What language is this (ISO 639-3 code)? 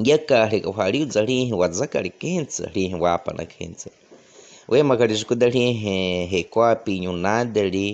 bwi